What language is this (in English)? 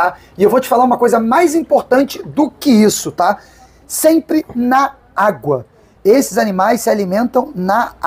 Portuguese